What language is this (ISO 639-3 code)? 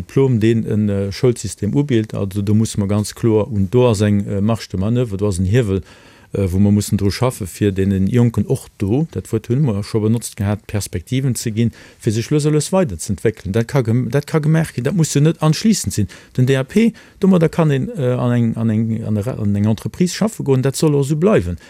ltz